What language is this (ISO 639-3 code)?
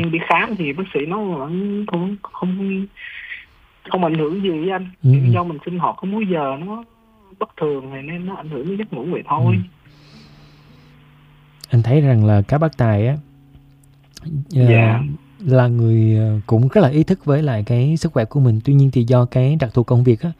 vie